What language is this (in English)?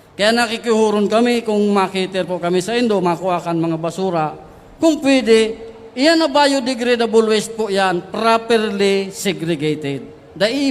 Bikol